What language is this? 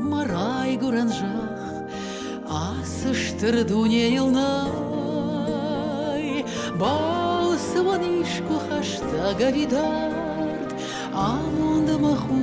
Ossetic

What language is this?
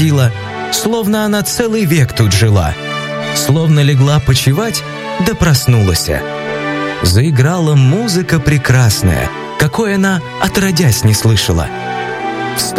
Russian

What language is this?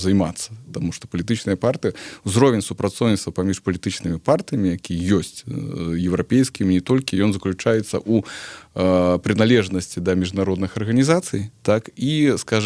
Belarusian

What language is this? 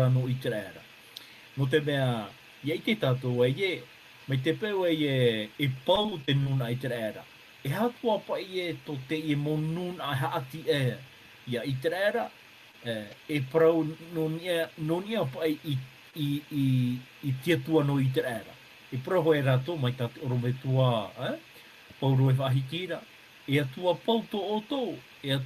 Tahitian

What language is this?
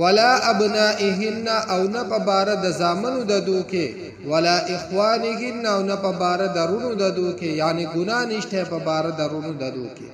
Pashto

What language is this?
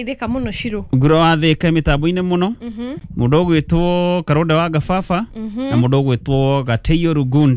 Kikuyu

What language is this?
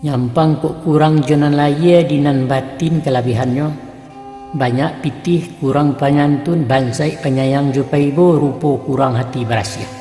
Minangkabau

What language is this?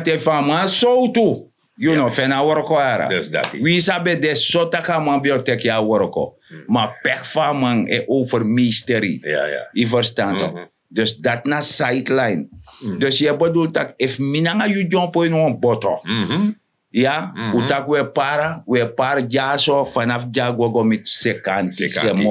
Sranan Tongo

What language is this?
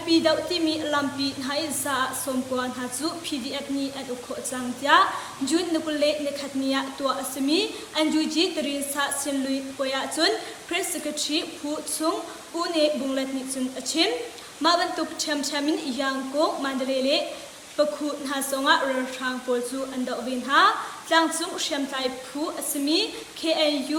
Hakha Chin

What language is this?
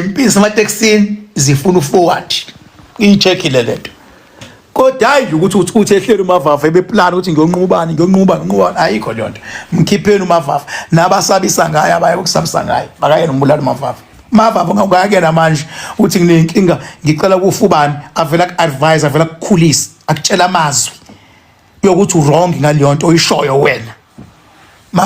Zulu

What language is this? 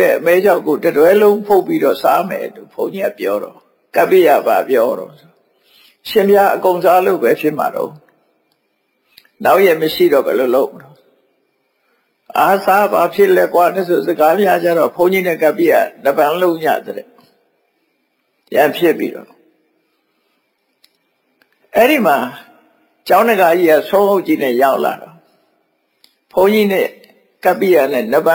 Burmese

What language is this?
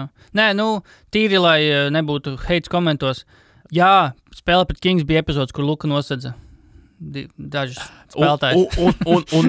Latvian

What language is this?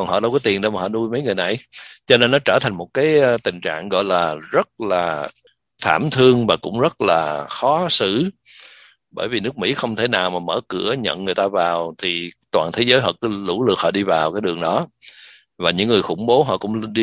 Vietnamese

